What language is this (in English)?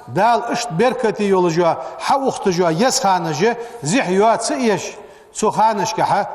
Ingush